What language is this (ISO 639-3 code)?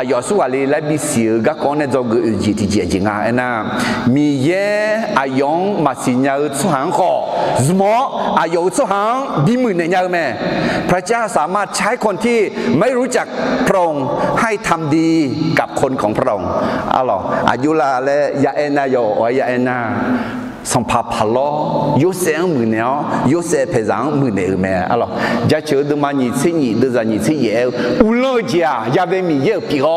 ahk